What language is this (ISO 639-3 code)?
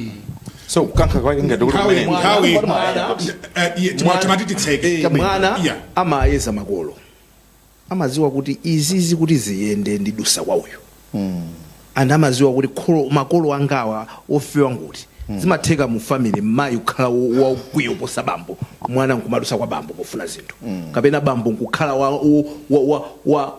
nya